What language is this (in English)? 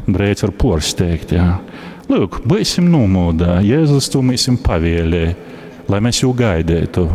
Latgalian